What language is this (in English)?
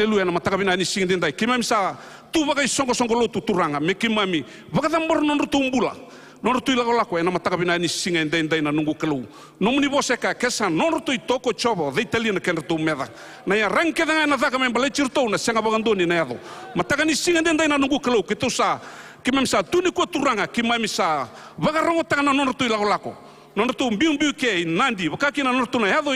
Fijian